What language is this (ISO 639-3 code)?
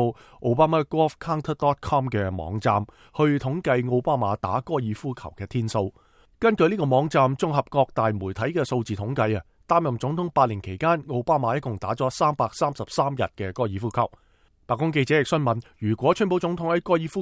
yue